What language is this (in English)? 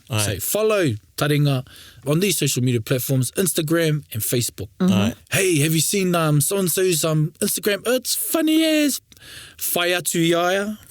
Māori